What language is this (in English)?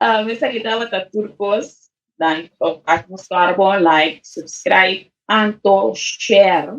Papiamento